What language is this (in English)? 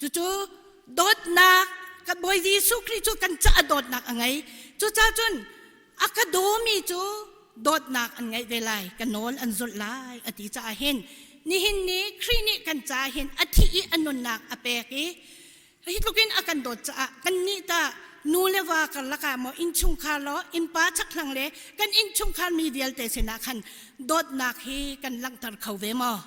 Hakha Chin